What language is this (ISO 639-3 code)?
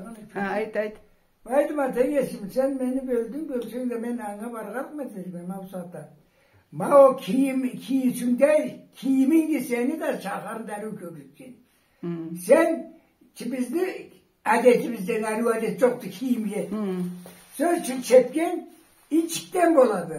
krc